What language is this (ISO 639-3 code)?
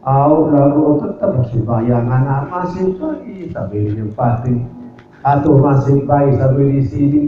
sas